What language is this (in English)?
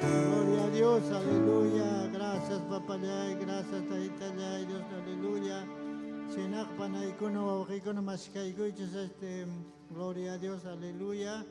Ayacucho Quechua